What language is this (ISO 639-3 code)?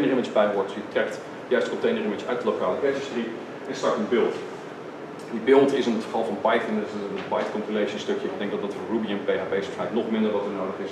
nld